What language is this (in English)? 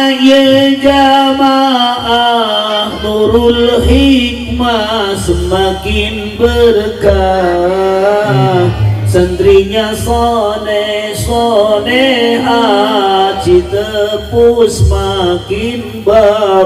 Sundanese